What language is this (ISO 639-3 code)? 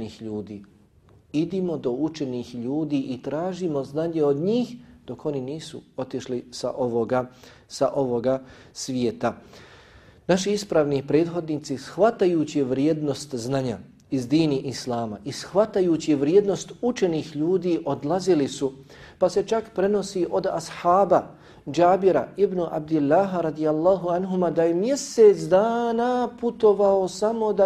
bos